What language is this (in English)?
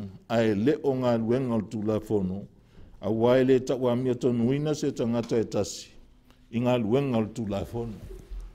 Samoan